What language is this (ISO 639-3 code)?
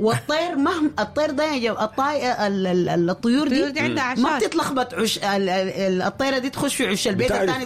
apd